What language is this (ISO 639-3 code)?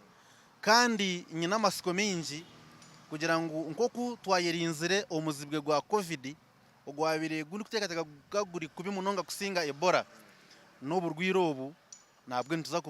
nyn